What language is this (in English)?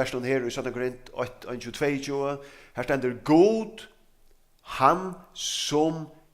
Faroese